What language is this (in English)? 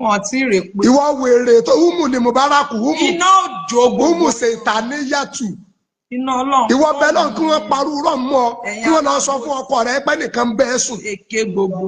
Yoruba